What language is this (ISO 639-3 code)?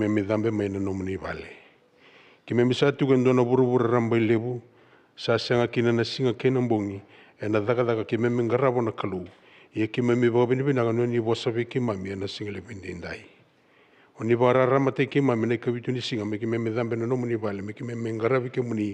fij